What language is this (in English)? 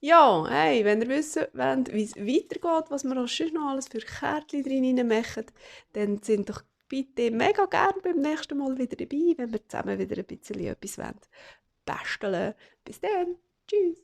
Swiss German